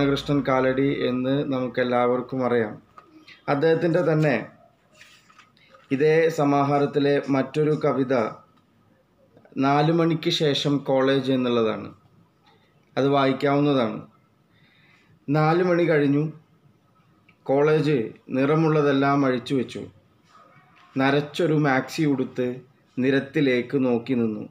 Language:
Malayalam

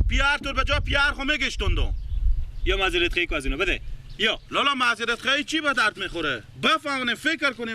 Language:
Persian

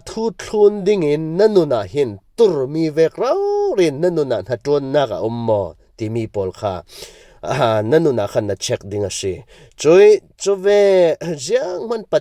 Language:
Falam Chin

